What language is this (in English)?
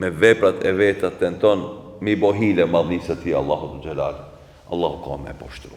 Albanian